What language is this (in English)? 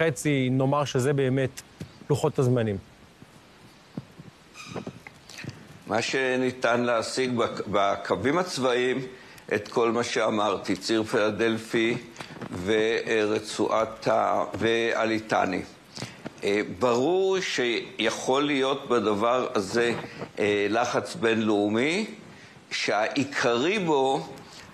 Hebrew